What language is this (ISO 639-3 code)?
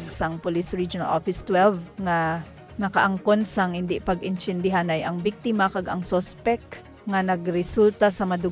hil